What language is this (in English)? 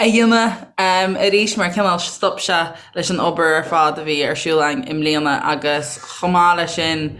Irish